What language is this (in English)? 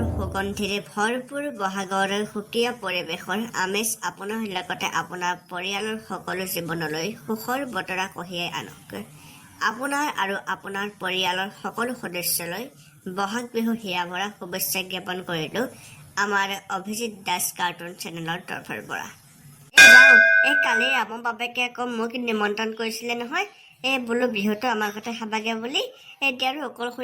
Assamese